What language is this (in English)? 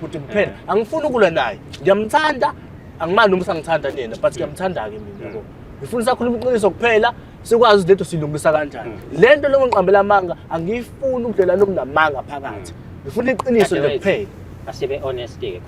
Zulu